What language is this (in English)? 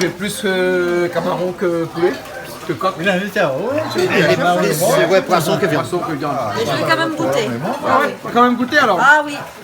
Réunion Creole French